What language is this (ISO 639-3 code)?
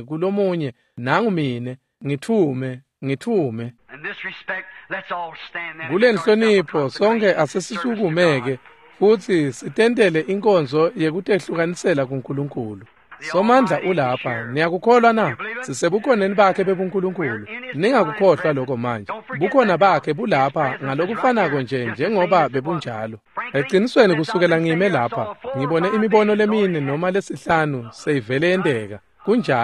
ssw